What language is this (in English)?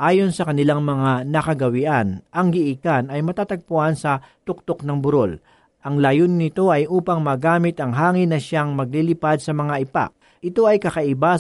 Filipino